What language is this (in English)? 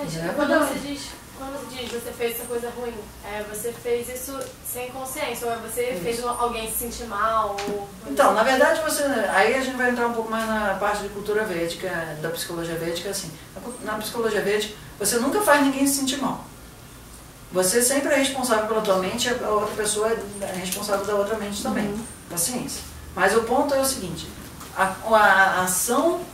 Portuguese